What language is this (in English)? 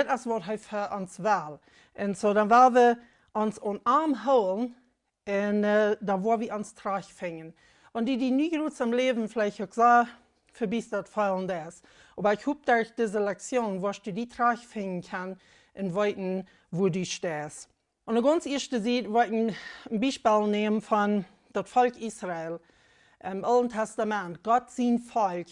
Plautdietsch